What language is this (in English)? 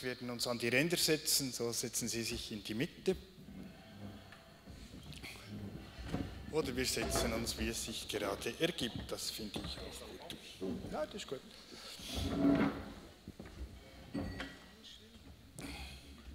German